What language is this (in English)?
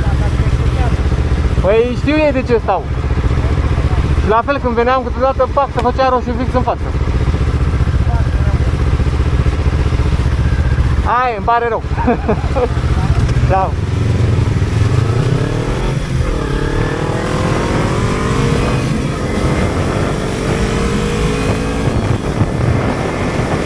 Romanian